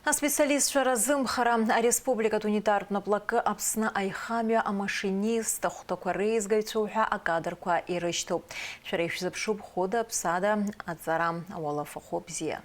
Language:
Abkhazian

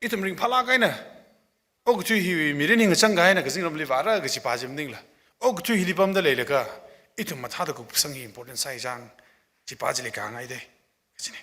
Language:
Tangkhul Naga (India)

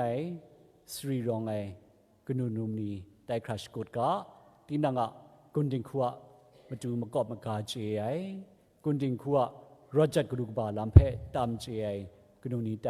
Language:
Kachin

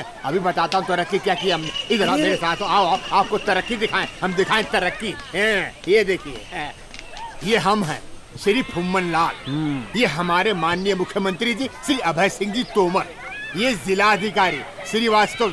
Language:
Hindi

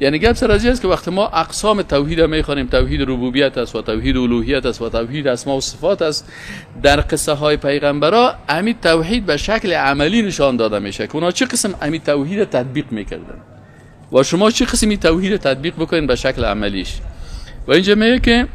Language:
Persian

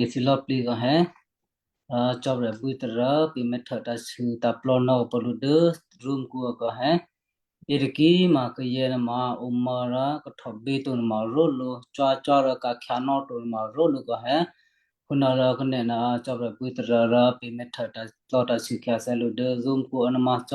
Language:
Western Kayah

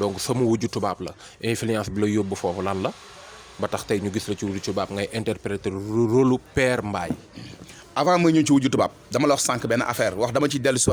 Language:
Wolof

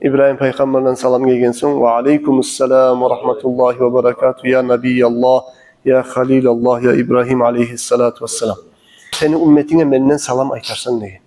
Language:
Kumyk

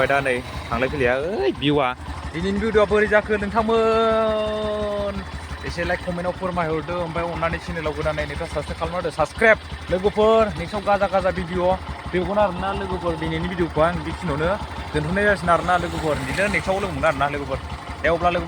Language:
Bodo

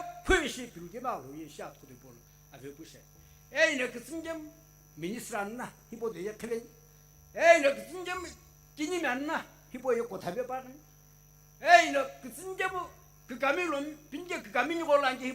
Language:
Sumi Naga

